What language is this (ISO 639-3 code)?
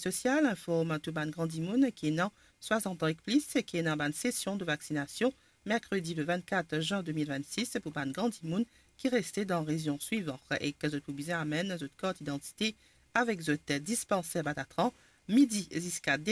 mfe